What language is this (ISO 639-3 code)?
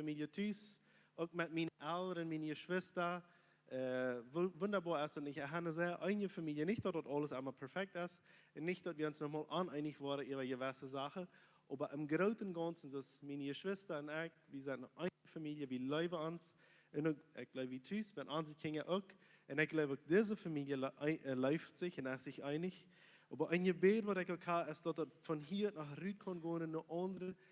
pdt